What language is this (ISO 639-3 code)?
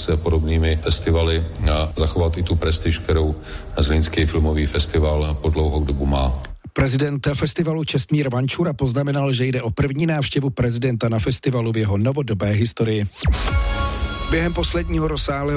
ces